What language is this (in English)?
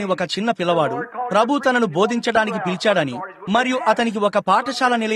Telugu